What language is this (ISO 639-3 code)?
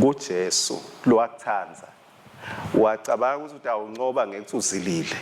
ssw